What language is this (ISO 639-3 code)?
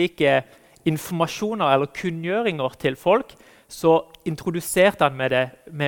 nor